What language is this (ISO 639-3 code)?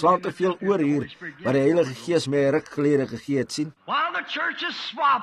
afr